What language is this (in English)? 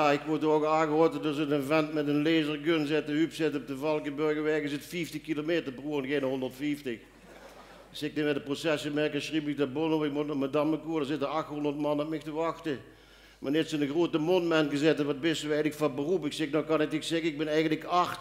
Limburgish